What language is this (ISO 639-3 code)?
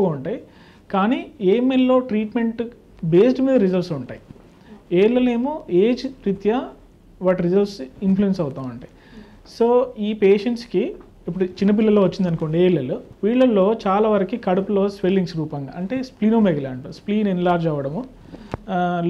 tel